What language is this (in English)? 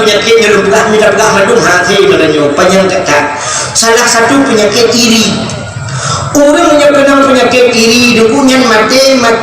Achinese